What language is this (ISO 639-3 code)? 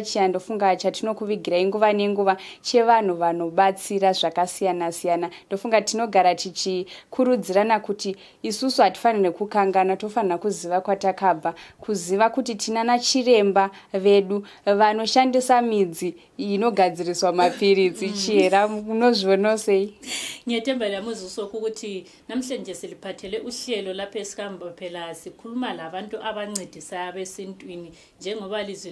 sna